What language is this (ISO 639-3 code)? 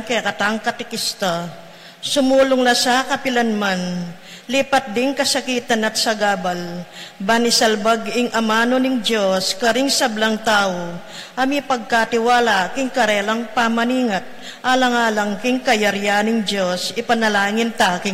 pam